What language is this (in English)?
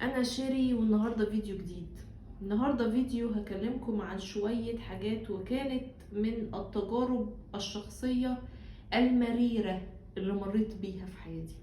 Egyptian Arabic